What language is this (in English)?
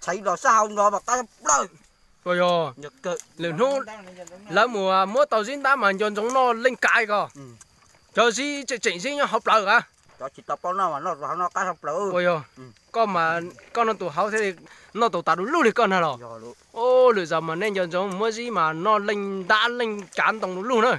Hmong